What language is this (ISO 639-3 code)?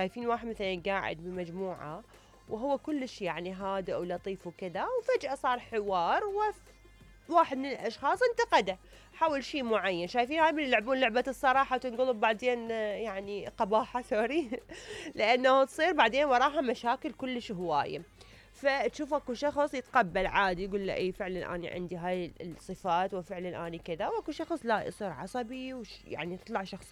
acm